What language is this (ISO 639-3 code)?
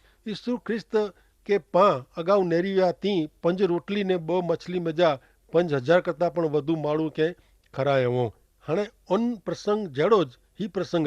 kfr